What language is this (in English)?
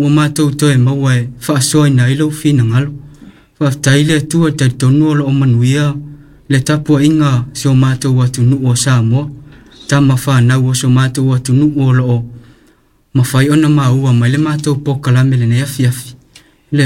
Samoan